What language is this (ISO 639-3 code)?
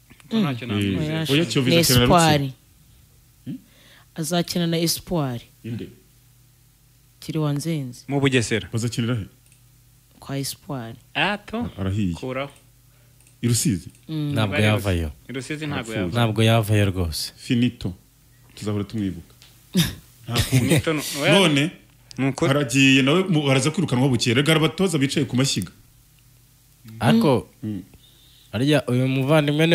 kin